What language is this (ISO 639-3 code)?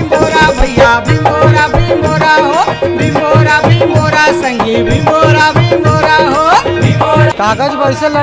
hne